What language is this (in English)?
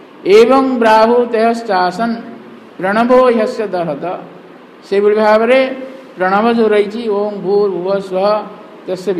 Odia